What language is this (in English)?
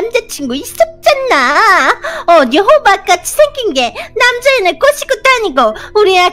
Korean